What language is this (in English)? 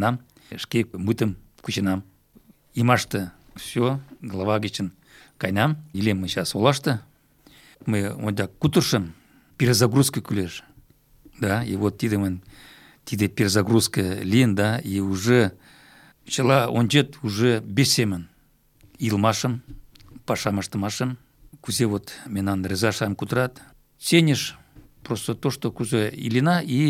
Mari